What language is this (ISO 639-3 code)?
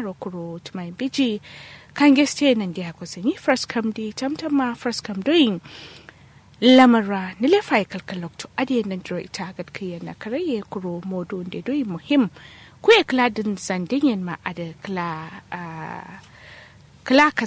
kau